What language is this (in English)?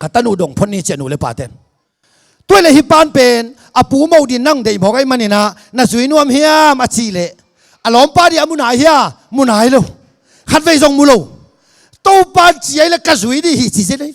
Tedim Chin